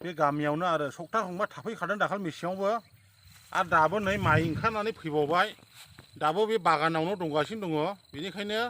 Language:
Bodo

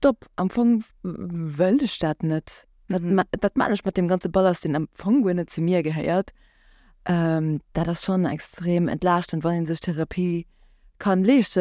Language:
Luxembourgish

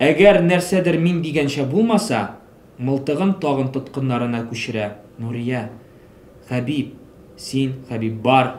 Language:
Tatar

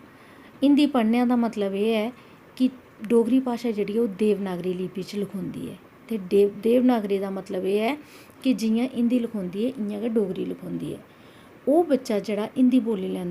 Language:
Dogri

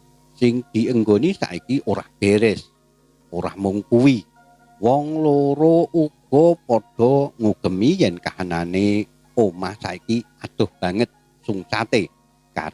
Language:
Javanese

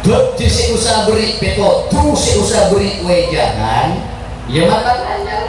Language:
Madurese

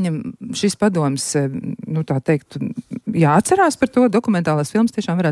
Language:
Latvian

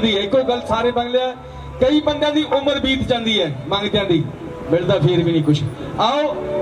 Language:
Punjabi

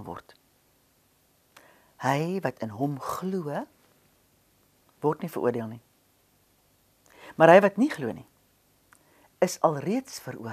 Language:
Afrikaans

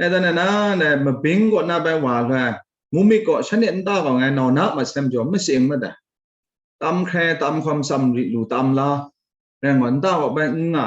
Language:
Kachin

